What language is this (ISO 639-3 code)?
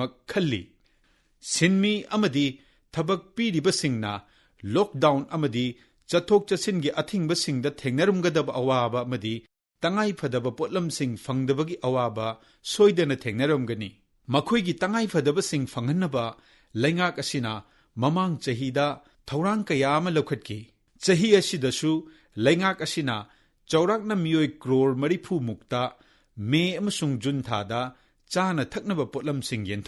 mni